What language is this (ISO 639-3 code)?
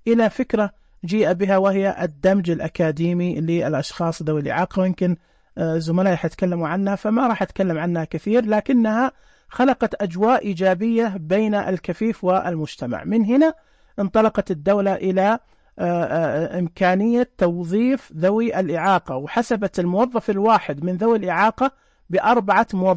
ars